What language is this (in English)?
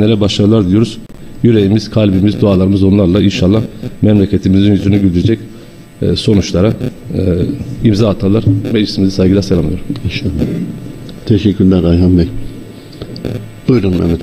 Turkish